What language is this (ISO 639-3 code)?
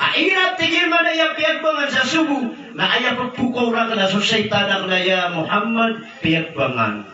mrw